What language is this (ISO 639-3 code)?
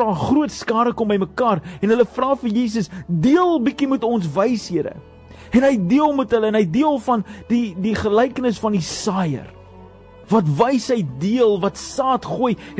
afr